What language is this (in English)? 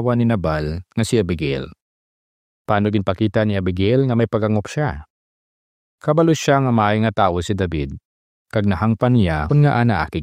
Hiligaynon